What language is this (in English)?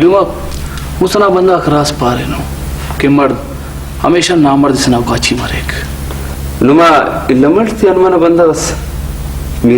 Brahui